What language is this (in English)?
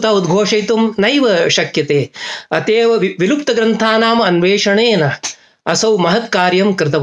Sanskrit